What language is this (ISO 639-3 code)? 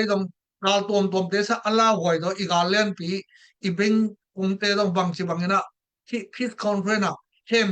ctd